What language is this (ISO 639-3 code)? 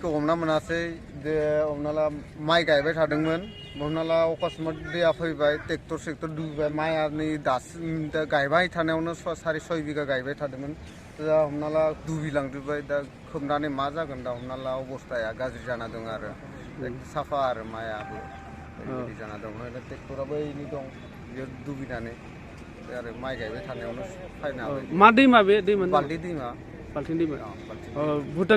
brx